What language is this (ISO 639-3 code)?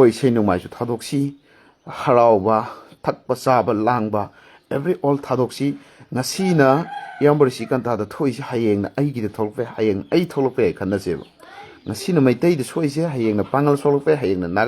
mni